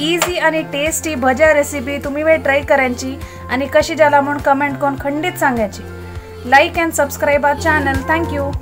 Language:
Konkani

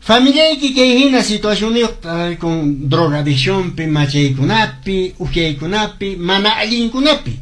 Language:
Quechua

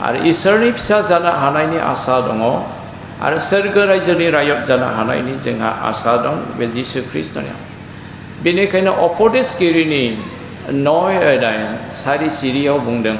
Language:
Bodo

